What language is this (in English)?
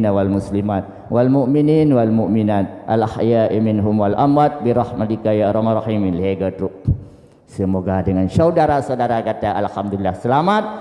Achinese